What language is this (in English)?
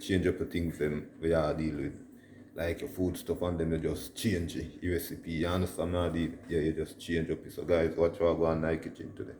Jamaican Creole English